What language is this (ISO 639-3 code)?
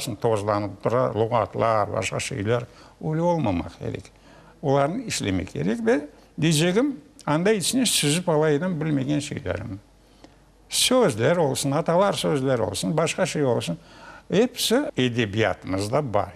crh